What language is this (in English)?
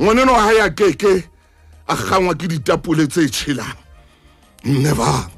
Southern Sotho